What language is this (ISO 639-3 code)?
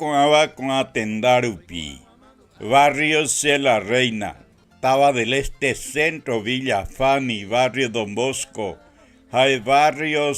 grn